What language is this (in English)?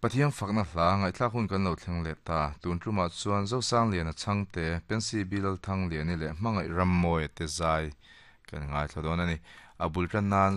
Mizo